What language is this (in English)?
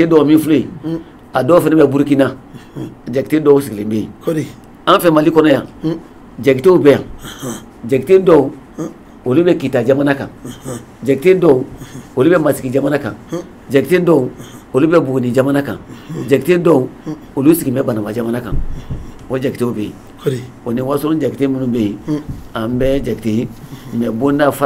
Bambara